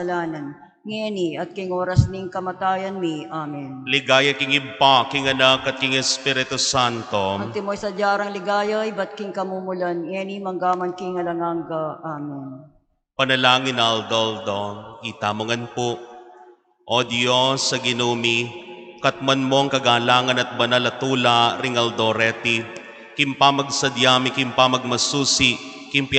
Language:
Pampanga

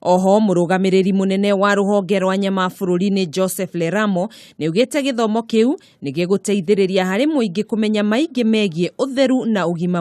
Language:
Kikuyu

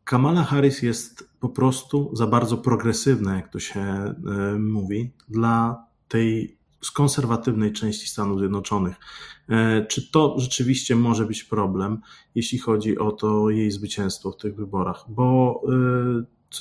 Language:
Polish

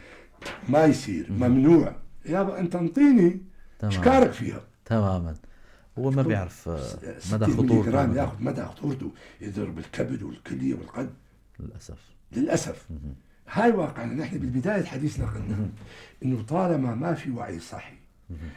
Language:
North Levantine Arabic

